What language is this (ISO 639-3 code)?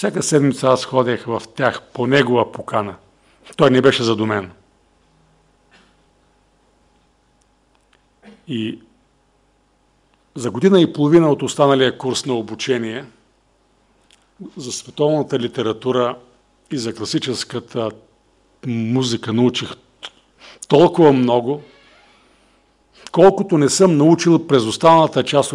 bul